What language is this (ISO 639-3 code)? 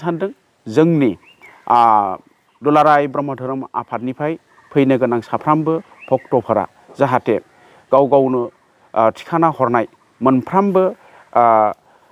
brx